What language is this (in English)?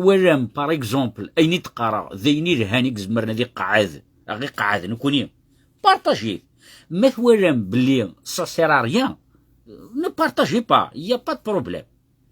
Kabyle